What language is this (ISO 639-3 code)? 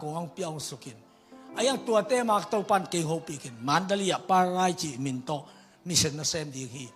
ctd